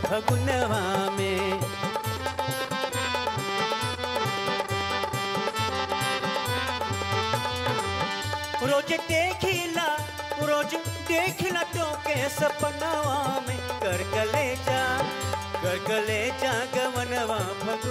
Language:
Bhojpuri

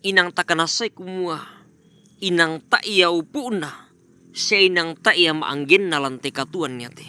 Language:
Toraja-Sa'dan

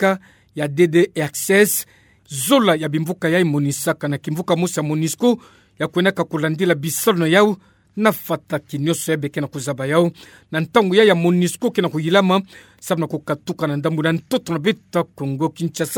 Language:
Kituba (Democratic Republic of Congo)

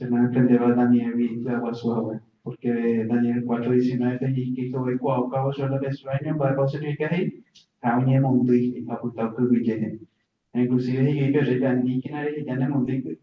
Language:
Guarani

